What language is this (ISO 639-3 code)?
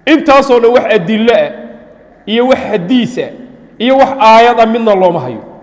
som